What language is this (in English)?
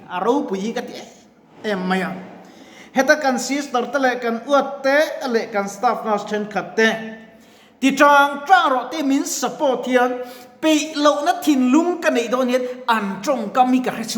Mizo